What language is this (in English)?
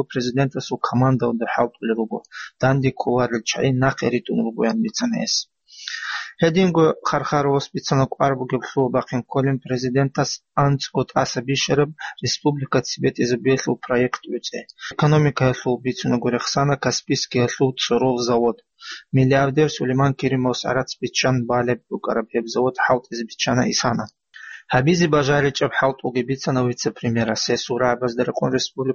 Avaric